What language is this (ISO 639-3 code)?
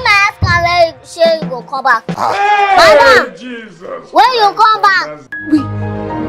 pcm